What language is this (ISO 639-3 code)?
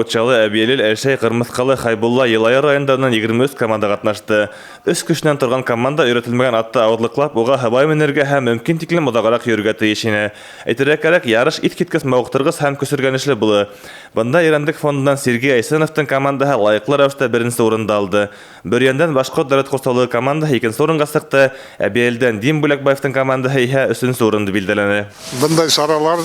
bak